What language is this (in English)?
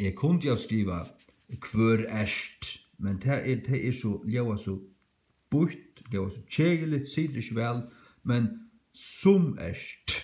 Faroese